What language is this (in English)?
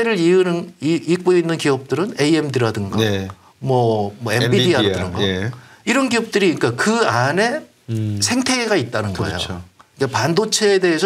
Korean